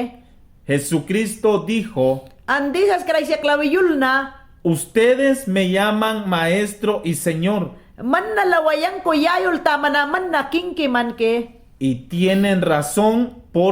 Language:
Mayangna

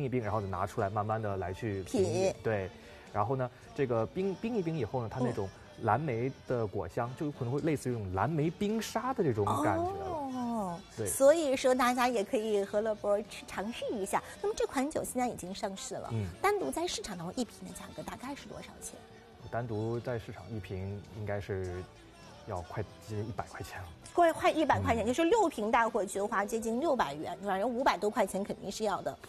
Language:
Chinese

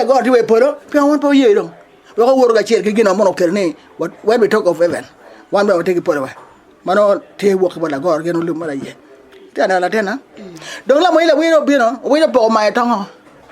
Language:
Acoli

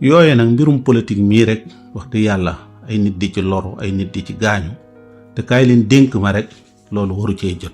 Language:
Wolof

